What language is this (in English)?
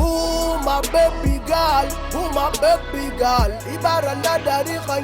Pular